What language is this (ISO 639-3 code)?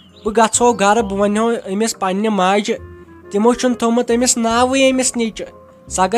kas